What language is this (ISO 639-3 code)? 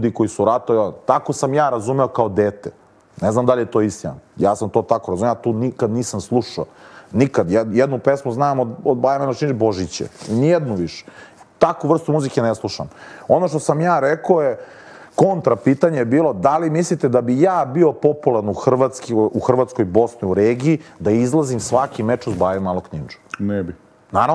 srp